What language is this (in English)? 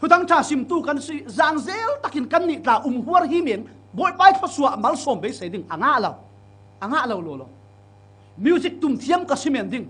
Falam Chin